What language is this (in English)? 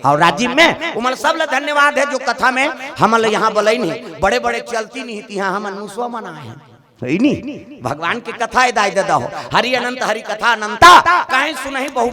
Chhattisgarhi